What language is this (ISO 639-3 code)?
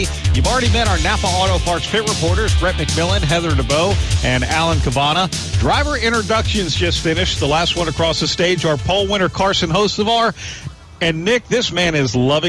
eng